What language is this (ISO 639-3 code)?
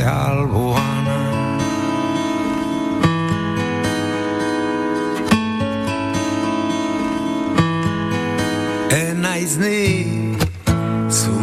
eus